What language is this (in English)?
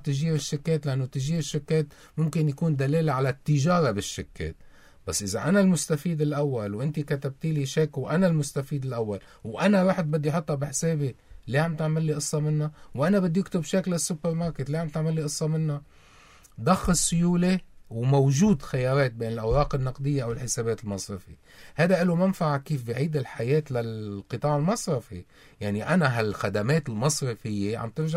North Levantine Arabic